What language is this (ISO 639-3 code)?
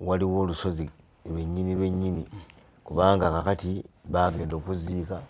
lug